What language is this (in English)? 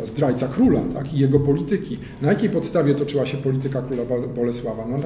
Polish